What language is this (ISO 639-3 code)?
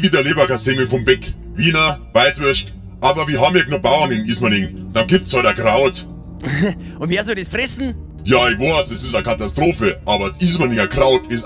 bar